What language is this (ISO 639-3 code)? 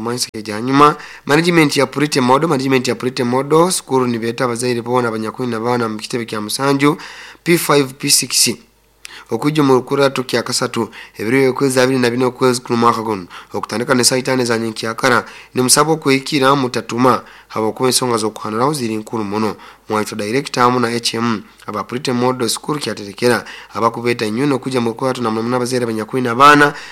nyo